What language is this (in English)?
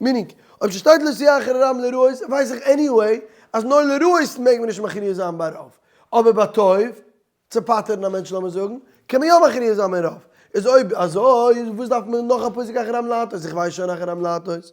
Yiddish